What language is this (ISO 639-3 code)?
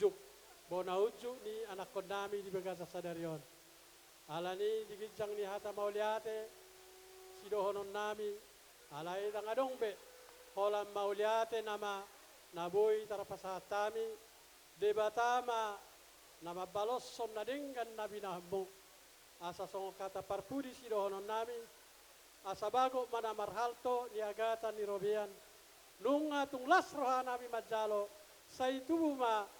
bbc